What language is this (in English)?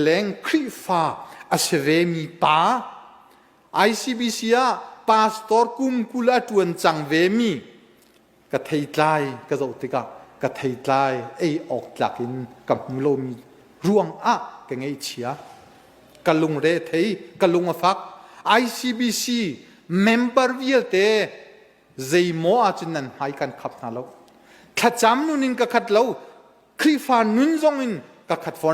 Hakha Chin